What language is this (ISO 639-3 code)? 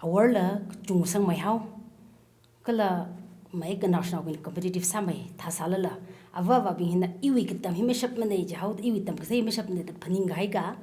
nmf